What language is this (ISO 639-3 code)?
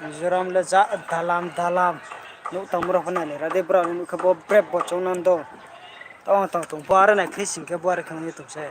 ria